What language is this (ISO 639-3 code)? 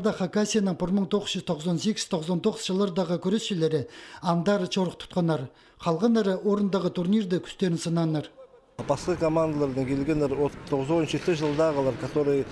kjh